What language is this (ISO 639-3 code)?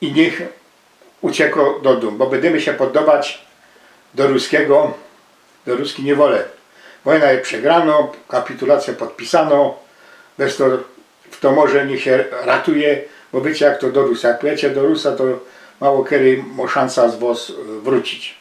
szl